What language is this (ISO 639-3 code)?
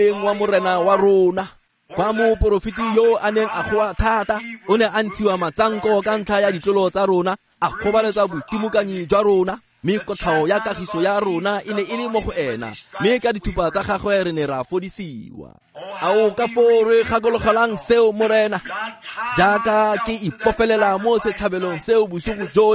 tsn